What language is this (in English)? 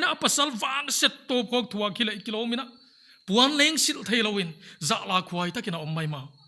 Paite Chin